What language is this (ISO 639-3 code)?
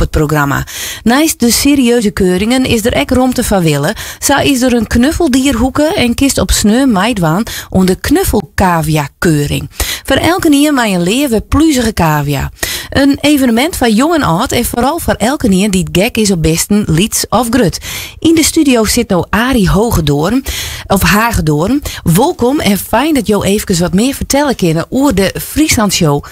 fry